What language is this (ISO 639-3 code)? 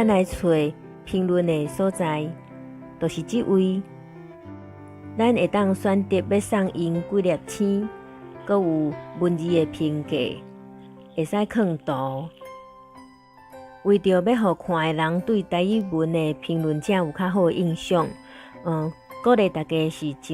nan